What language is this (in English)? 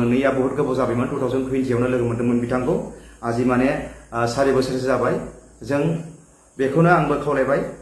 Bodo